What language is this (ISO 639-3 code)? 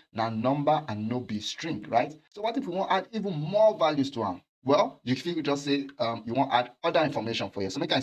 pcm